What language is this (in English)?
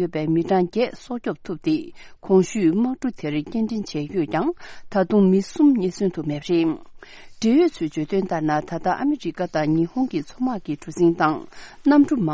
Tibetan